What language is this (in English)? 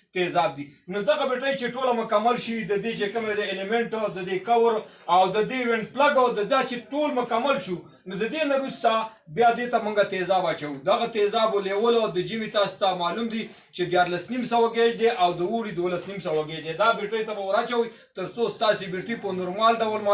Pashto